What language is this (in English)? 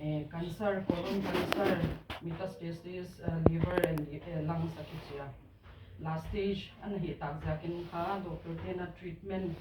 Tedim Chin